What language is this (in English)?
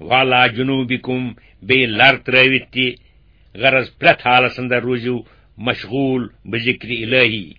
Kashmiri